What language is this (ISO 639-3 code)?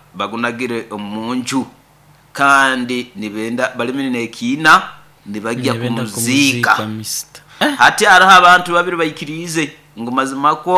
nyo